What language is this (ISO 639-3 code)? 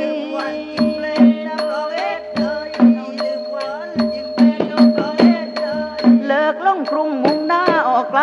tha